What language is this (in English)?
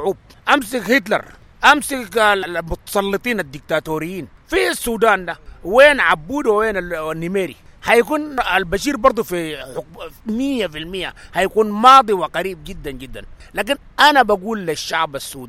Sudanese Arabic